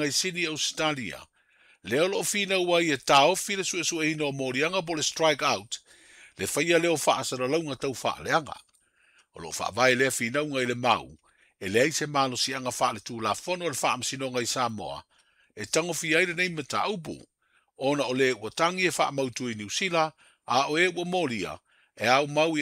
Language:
Samoan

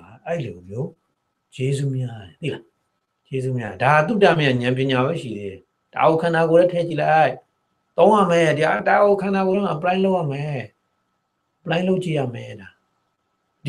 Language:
Burmese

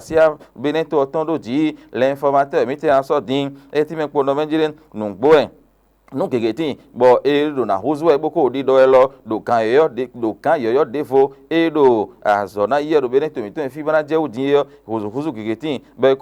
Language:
Fon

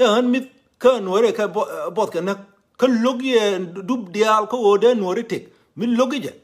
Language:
Nuer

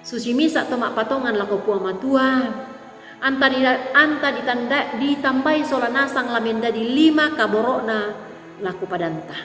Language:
Toraja-Sa'dan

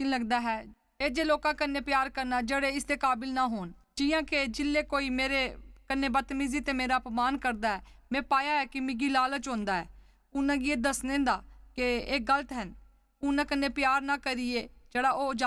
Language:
Dogri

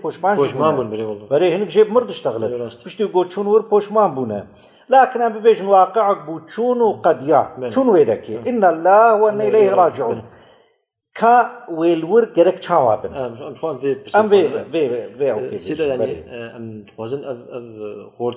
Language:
Kurdish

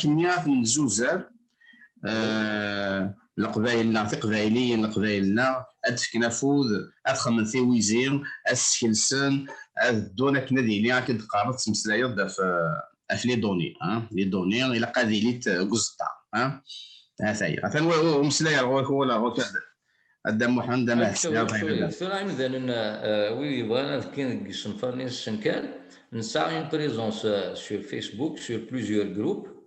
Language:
Kabyle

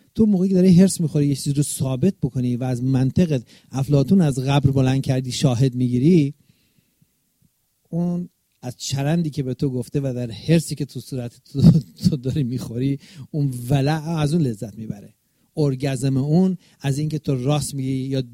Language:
Persian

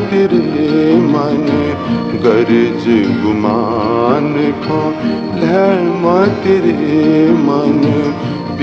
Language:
Newari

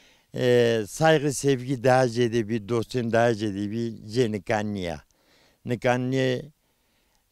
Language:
Zaza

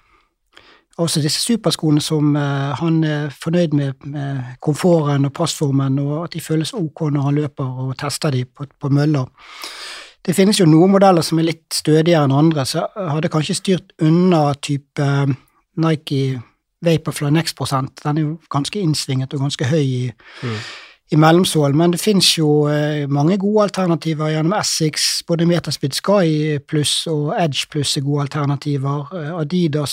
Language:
Norwegian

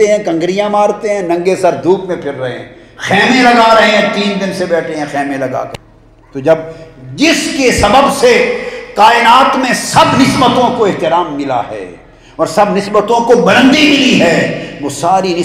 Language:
Urdu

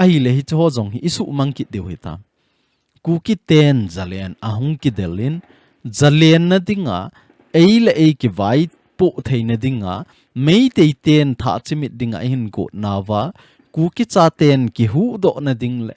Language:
Thado Chin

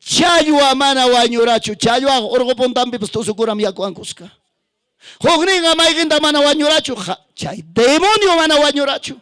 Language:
Ayacucho Quechua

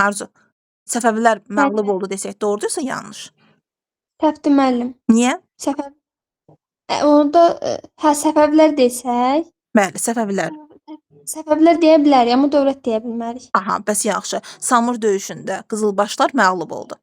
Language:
Azerbaijani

